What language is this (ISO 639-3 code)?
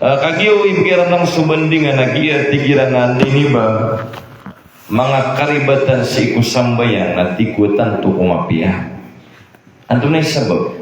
mrw